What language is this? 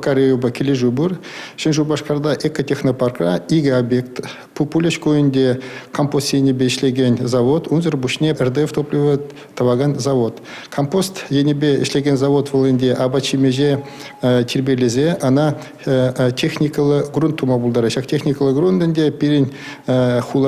Chuvash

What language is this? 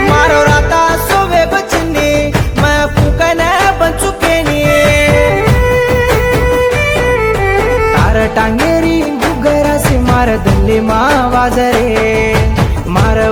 Lambadi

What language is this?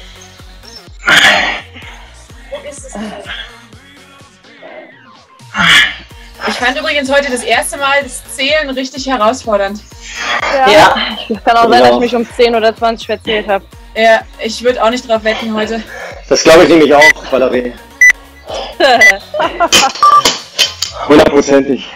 German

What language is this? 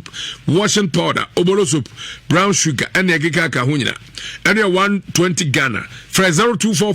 Akan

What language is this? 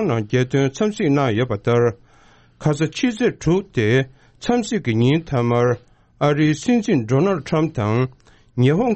Tibetan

